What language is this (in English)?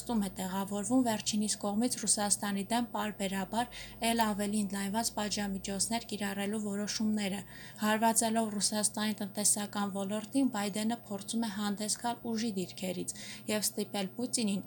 Armenian